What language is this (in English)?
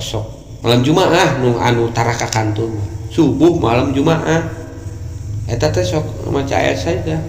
Sundanese